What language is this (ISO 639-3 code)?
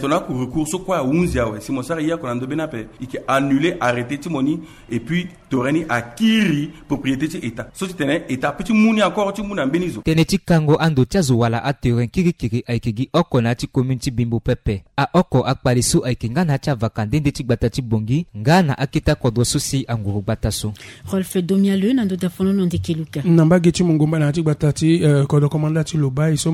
sag